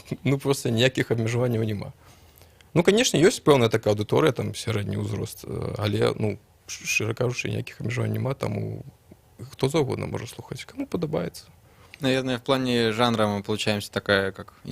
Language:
Belarusian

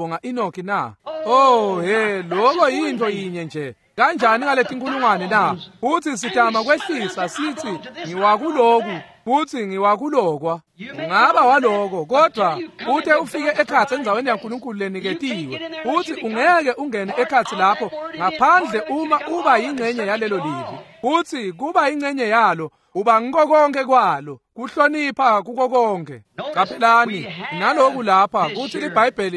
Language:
Swati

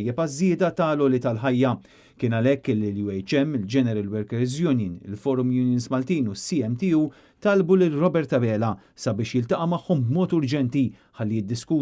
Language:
Maltese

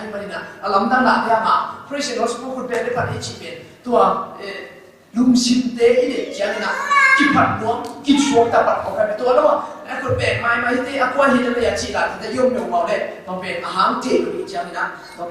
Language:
Tedim Chin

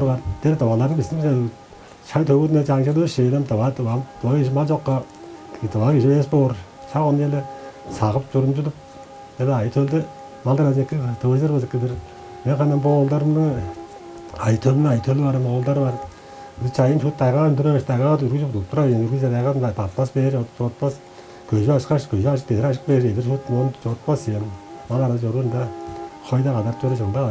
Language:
Tuvinian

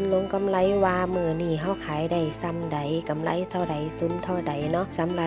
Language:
Northeastern Thai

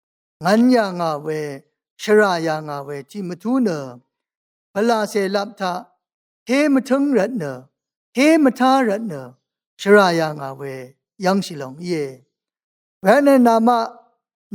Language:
Rawang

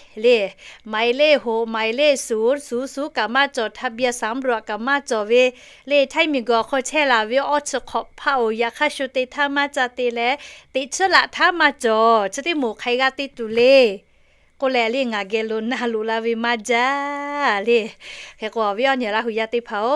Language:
Lahu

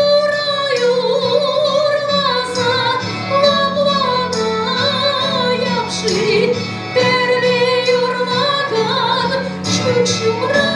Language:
Chuvash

